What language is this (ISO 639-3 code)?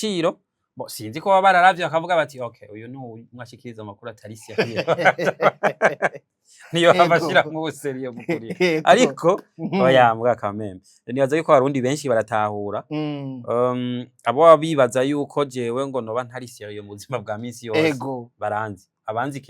run